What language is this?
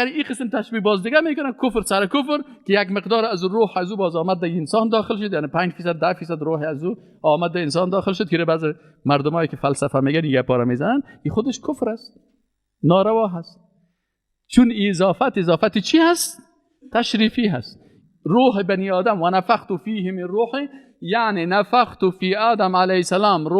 Persian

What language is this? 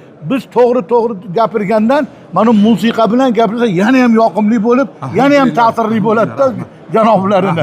Uzbek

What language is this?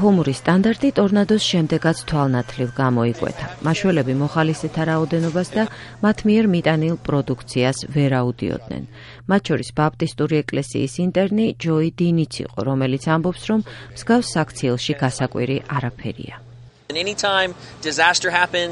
Georgian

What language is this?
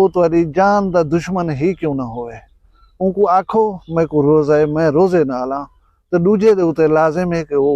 Saraiki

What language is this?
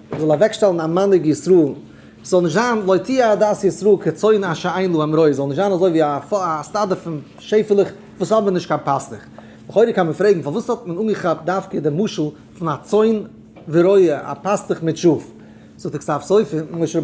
Yiddish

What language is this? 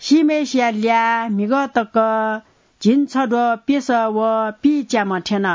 Newari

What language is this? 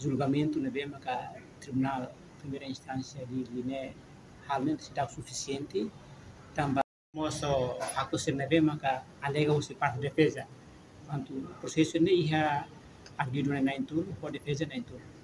Tetum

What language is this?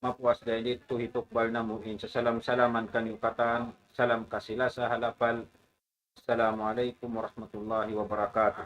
Tausug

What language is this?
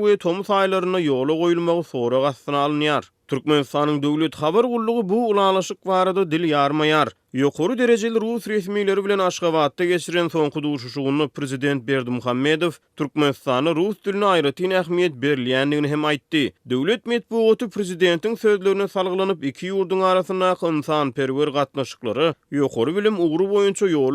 Turkmen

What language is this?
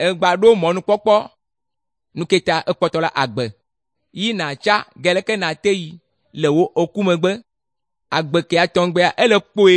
Ewe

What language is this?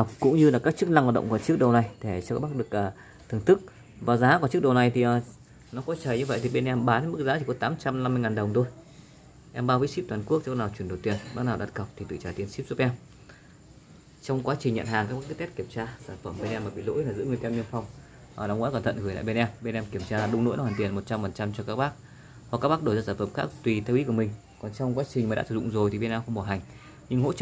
Vietnamese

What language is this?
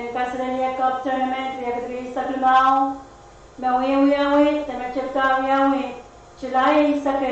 Pohnpeian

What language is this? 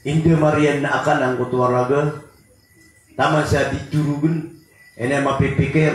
Maranao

